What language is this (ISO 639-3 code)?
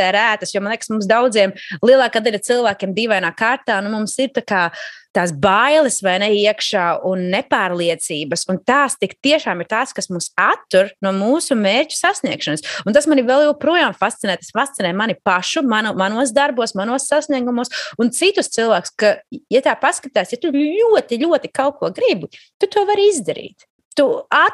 lav